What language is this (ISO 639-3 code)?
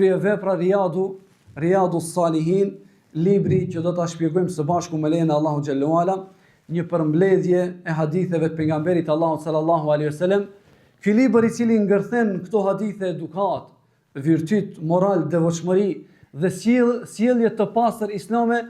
sqi